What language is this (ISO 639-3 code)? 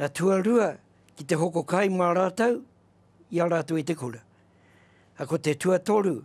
mri